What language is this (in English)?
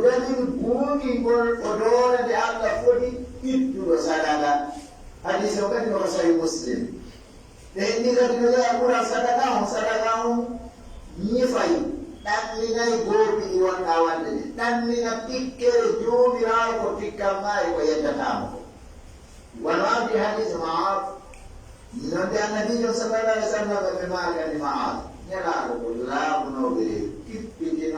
Pular